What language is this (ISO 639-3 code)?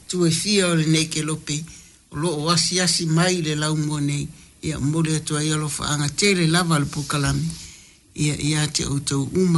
smo